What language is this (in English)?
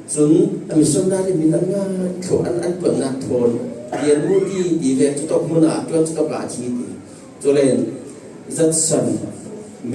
Falam Chin